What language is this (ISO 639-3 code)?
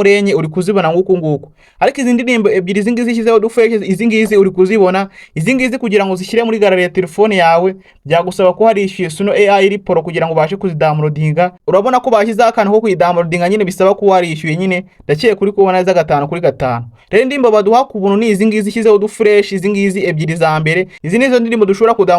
kin